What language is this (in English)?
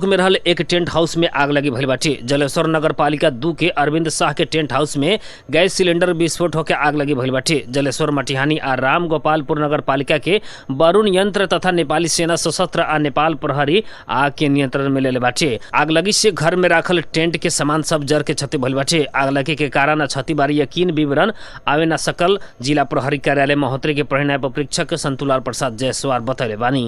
Bhojpuri